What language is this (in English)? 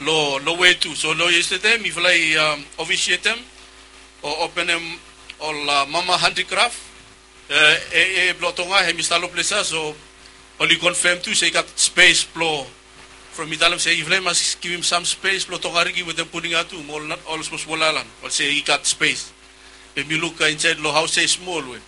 Bislama